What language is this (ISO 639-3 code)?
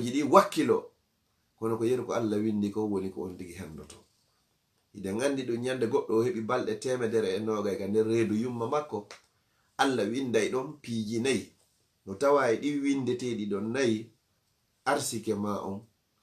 ful